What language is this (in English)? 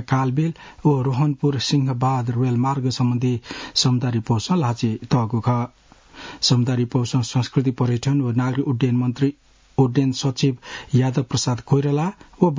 Newari